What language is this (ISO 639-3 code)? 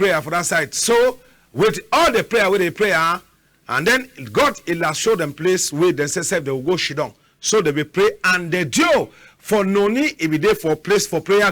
wes